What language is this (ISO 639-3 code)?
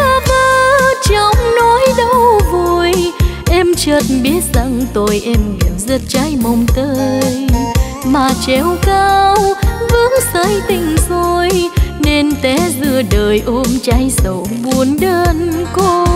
vie